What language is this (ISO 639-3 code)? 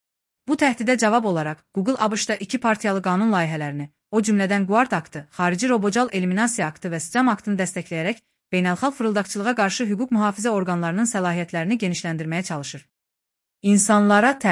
aze